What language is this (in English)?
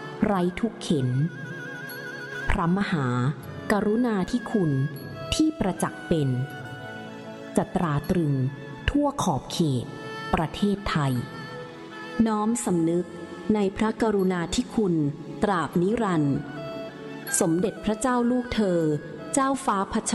Thai